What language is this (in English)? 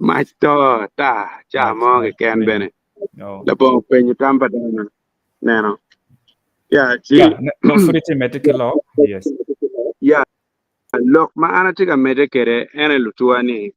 Acoli